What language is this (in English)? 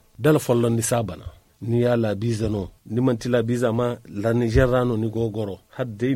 Zarma